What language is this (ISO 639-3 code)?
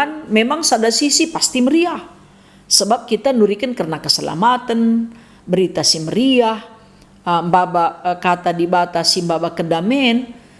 btx